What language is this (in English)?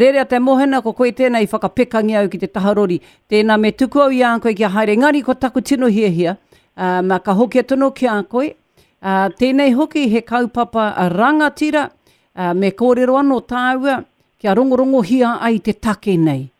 Māori